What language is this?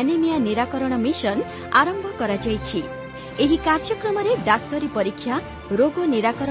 Odia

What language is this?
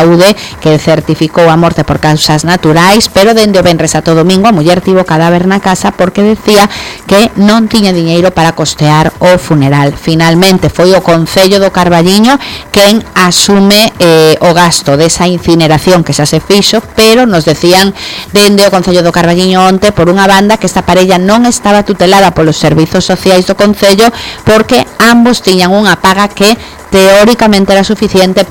Galician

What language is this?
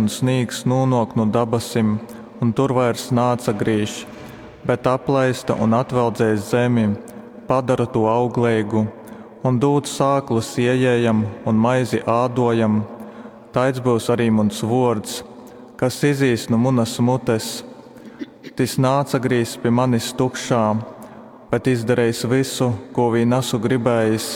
Latgalian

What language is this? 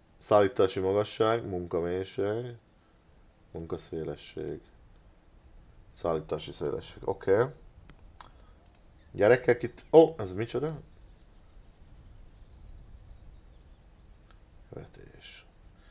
Hungarian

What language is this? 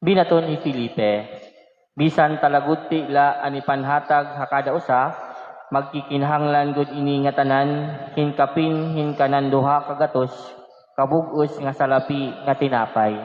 Waray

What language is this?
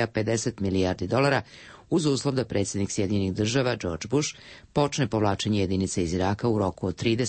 Serbian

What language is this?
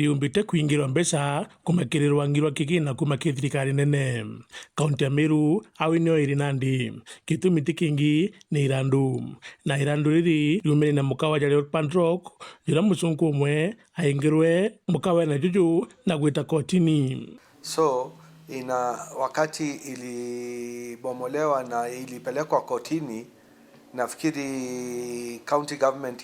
Meru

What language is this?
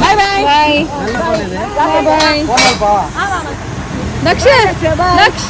Tulu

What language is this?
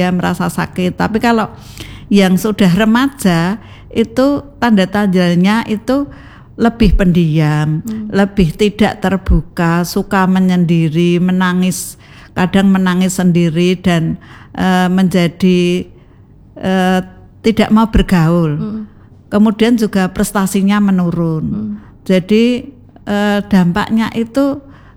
Indonesian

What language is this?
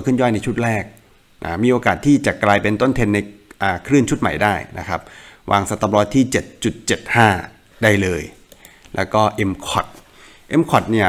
Thai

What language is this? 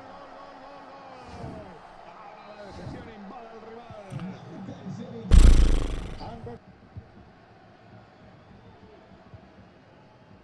Spanish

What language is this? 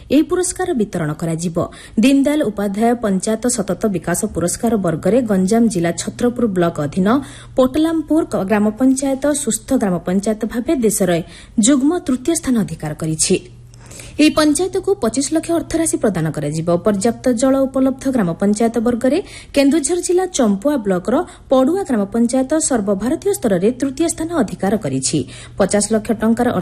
Odia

